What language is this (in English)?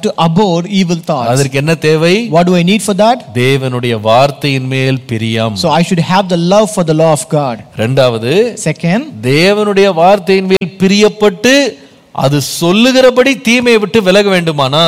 Tamil